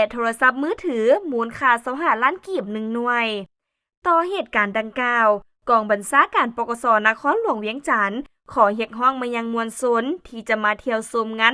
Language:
Lao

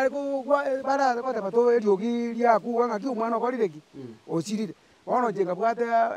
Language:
Gusii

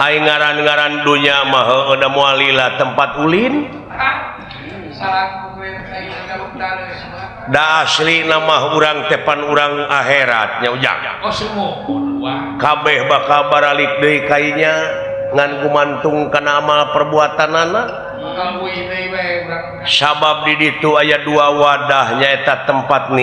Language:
Sundanese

